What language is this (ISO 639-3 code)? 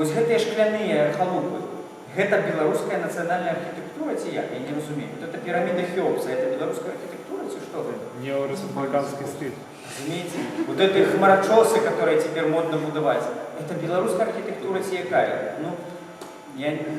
bel